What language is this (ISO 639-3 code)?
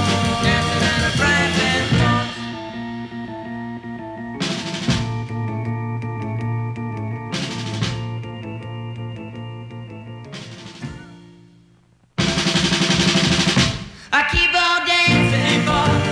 eng